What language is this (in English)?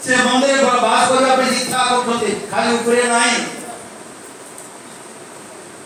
Odia